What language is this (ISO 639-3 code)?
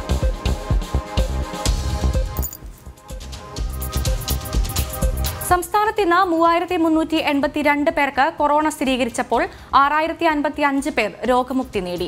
mal